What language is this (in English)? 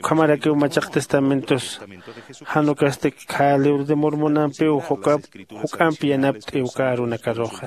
Aymara